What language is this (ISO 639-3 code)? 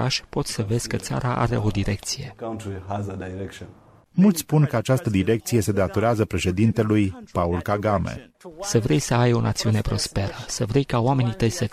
ron